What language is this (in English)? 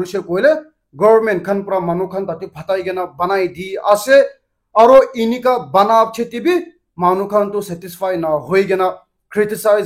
Naga Pidgin